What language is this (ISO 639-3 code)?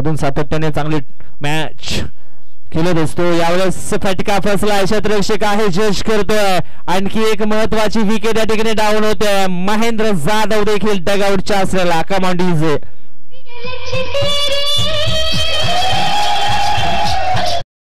mar